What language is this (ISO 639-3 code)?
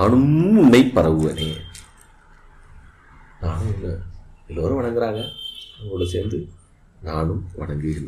tam